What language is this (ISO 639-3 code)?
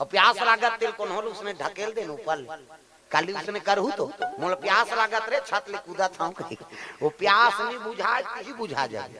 hne